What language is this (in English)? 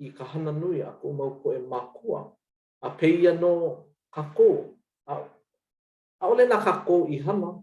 Hawaiian